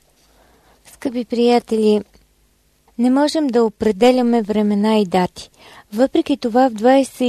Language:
Bulgarian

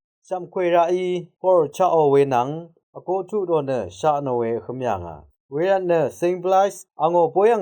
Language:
Rawang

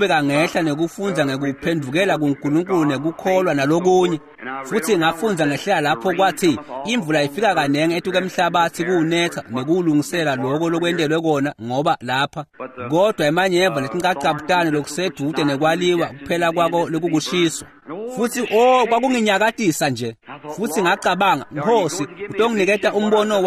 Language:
Swati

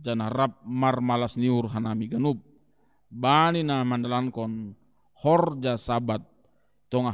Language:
Batak Simalungun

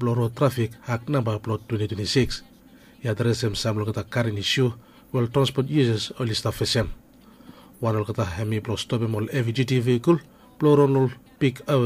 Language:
Bislama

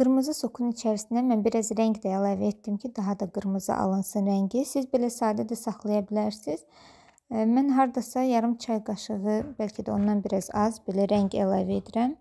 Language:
Azerbaijani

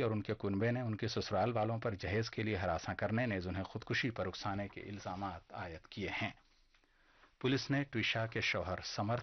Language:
Urdu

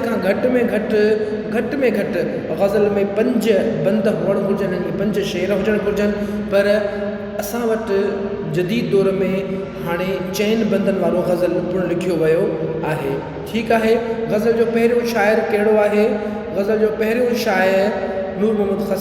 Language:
Sindhi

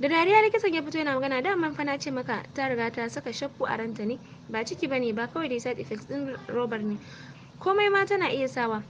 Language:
Hausa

